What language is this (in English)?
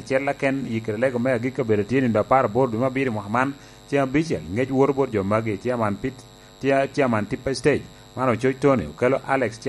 Lango (Uganda)